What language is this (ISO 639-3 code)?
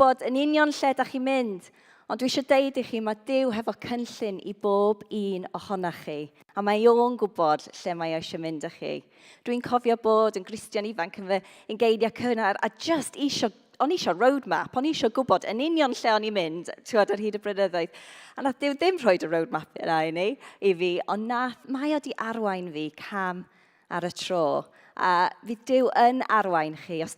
cym